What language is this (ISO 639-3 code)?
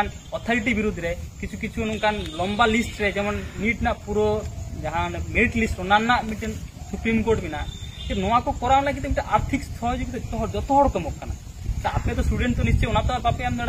sat